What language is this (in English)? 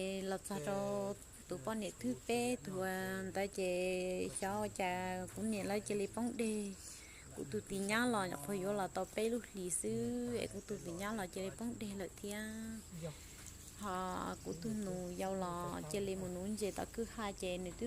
Hmong